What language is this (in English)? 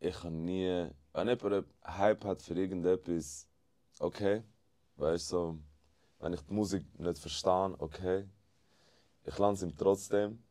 Swiss German